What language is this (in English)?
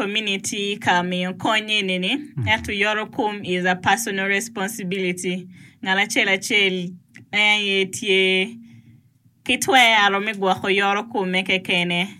Acoli